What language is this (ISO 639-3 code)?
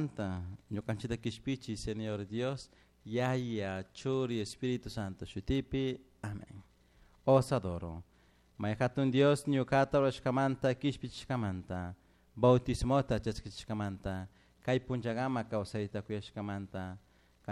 qug